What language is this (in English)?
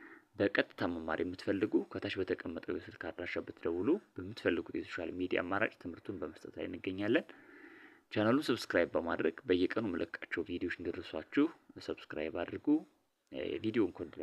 Amharic